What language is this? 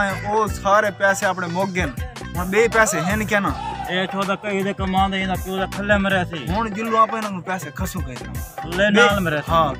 Saraiki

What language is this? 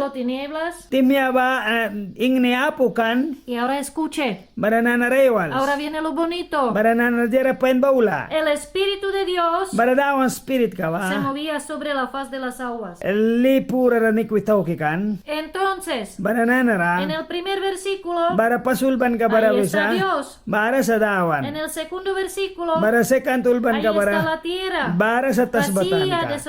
Mískito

